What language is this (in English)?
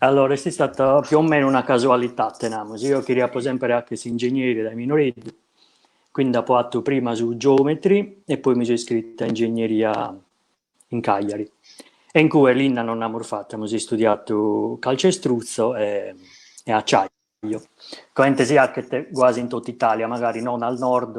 Sardinian